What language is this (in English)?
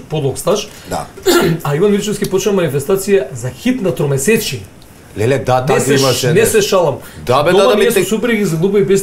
Macedonian